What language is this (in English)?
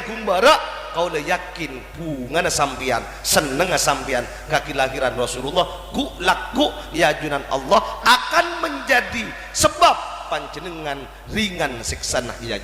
Madurese